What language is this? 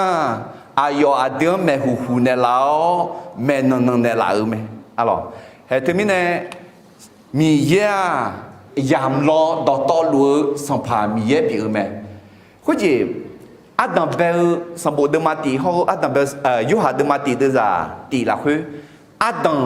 Akha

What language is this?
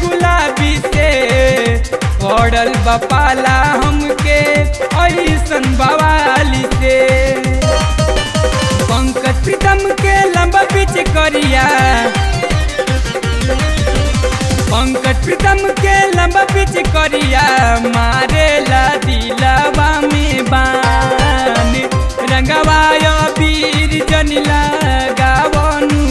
Bhojpuri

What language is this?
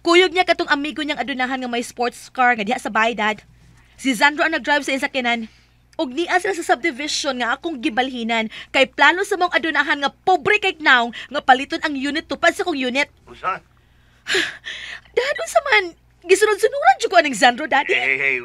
Cebuano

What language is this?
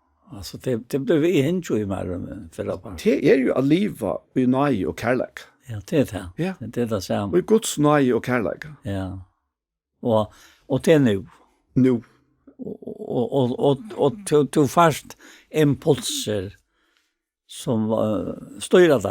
Faroese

